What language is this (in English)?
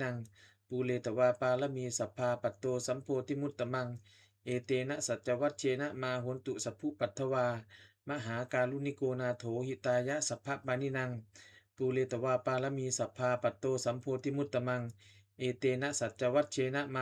Pali